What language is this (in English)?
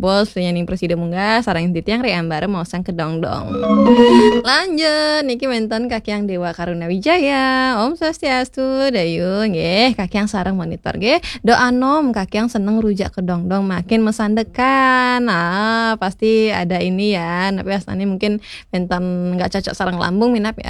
Balinese